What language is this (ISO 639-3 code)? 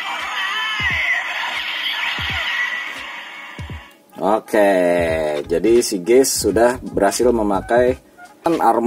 ind